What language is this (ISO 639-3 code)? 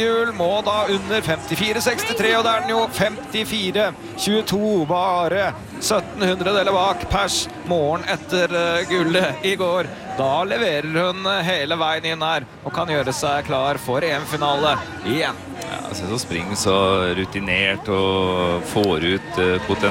nor